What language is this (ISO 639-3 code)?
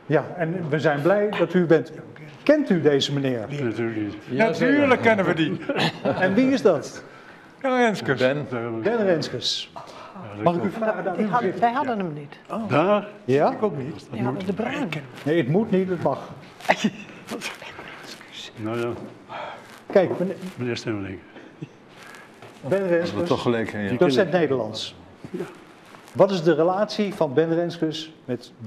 nld